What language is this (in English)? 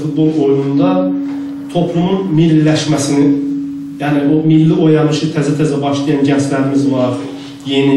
South Azerbaijani